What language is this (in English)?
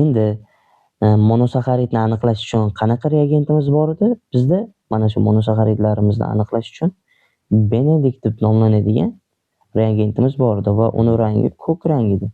Uzbek